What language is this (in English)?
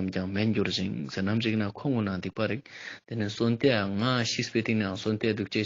Ladakhi